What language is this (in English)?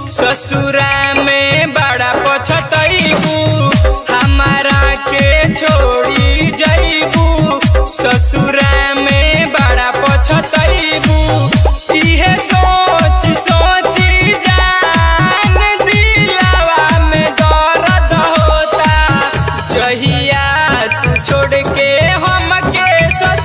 Bhojpuri